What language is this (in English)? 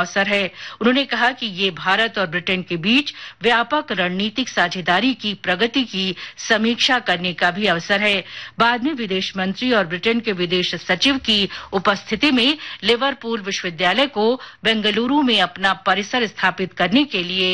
Hindi